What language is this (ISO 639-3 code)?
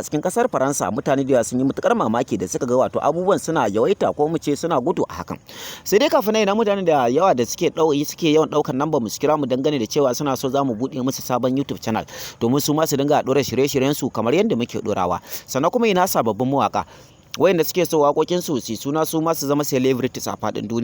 hau